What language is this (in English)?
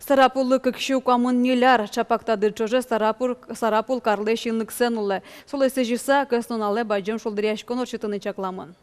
Udmurt